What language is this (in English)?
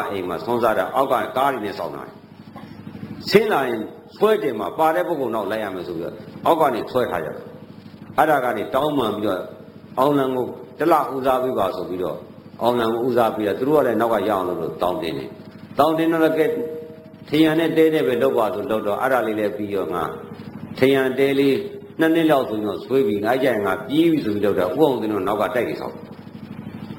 Burmese